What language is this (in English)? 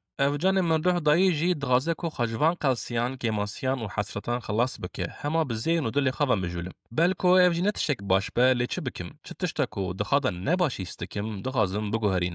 Kurdish